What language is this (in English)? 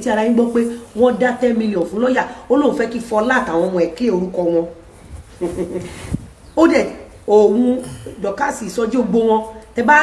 Yoruba